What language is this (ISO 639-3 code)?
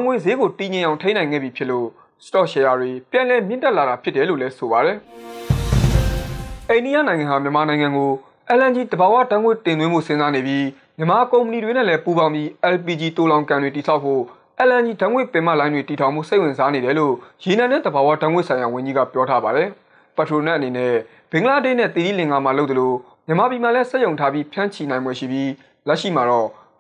mya